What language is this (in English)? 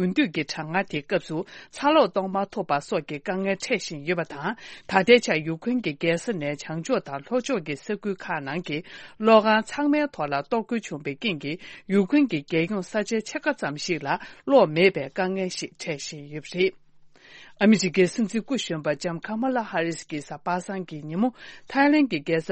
Tibetan